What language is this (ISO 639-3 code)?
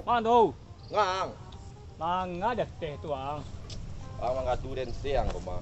min